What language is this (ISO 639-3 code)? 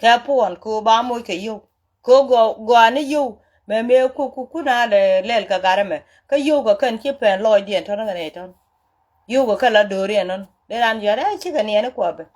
nus